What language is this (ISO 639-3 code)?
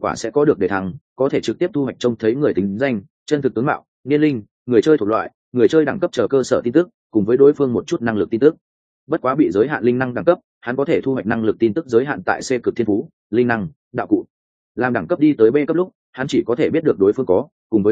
vie